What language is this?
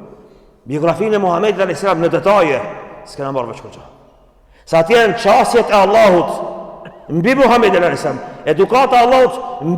Albanian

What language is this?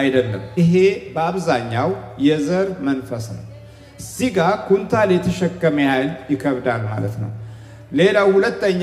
Amharic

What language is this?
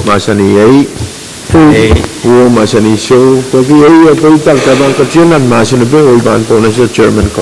Pohnpeian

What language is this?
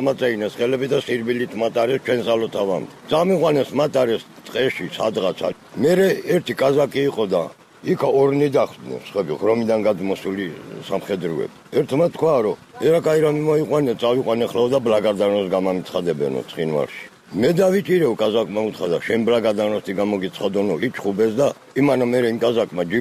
Georgian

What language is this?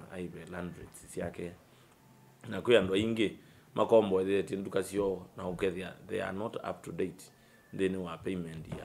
Kamba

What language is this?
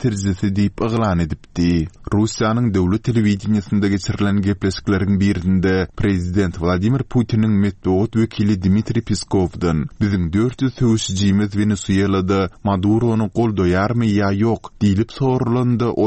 Turkmen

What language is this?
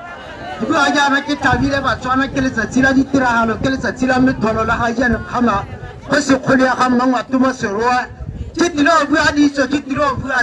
Tswana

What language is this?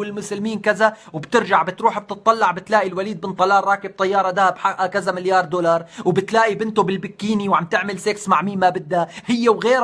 North Levantine Arabic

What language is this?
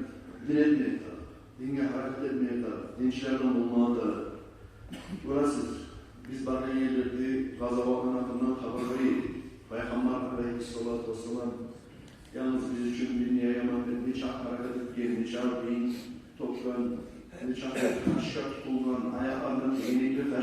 Kumyk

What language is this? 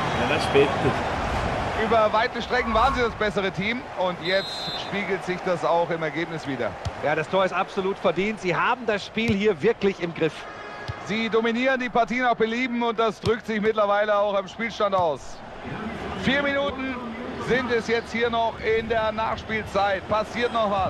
Swiss German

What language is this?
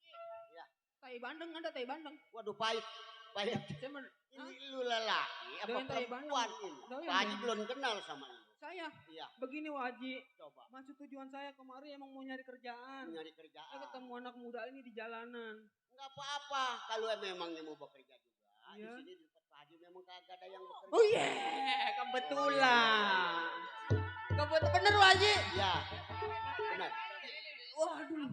Betawi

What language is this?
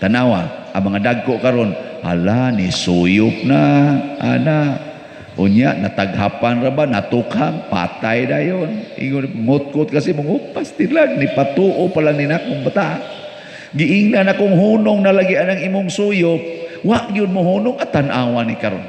Cebuano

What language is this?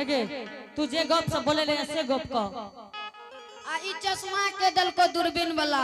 Angika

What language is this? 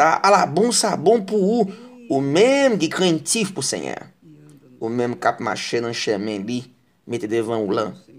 Haitian Creole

